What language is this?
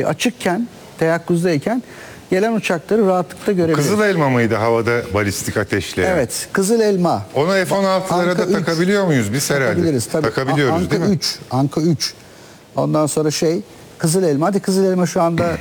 Turkish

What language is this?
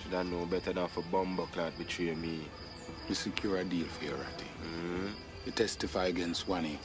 Jamaican Creole English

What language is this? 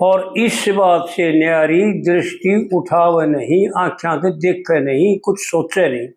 Haryanvi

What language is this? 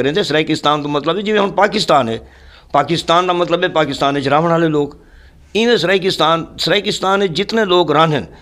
Saraiki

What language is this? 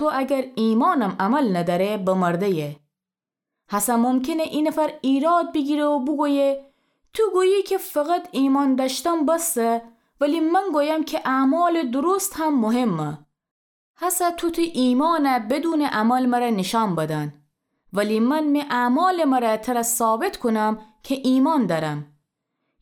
Gilaki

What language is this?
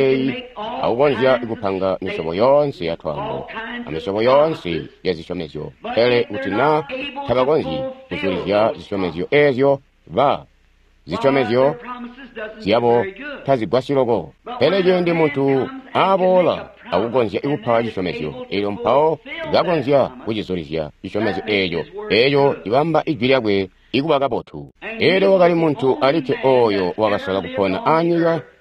Tonga (Zambia)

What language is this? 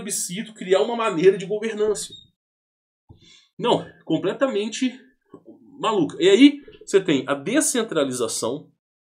Portuguese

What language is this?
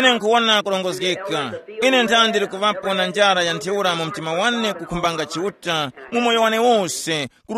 Tumbuka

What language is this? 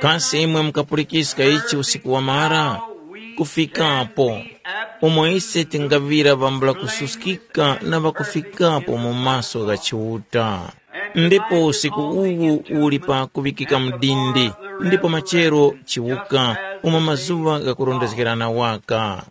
Tumbuka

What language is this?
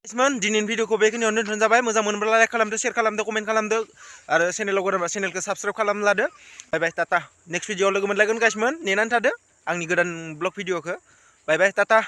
Bodo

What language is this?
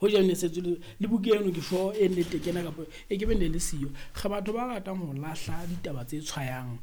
Southern Sotho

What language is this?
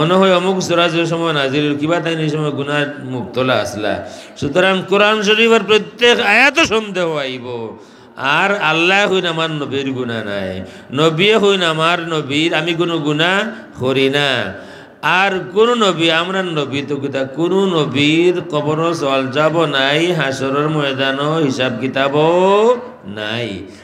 Sylheti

